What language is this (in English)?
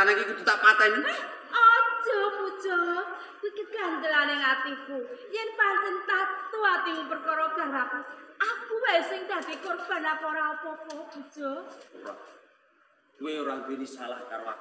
Javanese